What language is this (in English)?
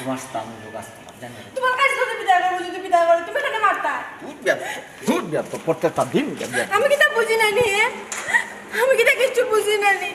Sylheti